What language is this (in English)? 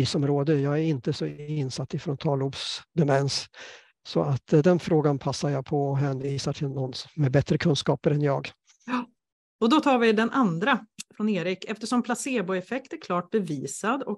Swedish